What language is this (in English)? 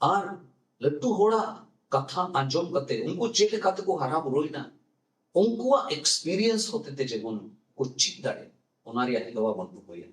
Santali